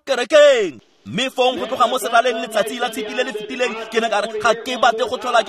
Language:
Tswana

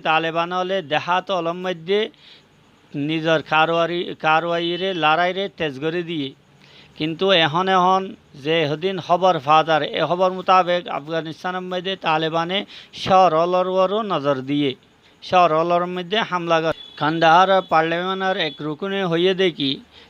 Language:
Rohingya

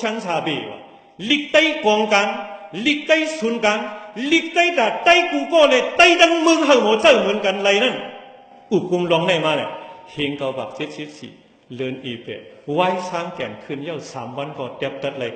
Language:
Shan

